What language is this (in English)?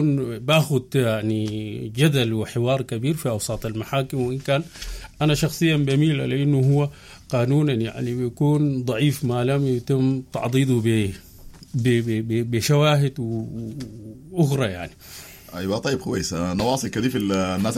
Sudanese Arabic